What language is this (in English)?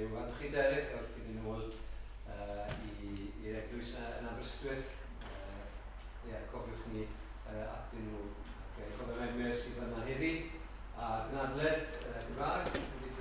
Welsh